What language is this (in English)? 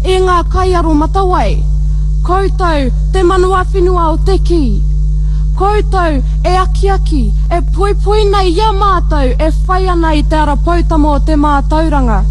Māori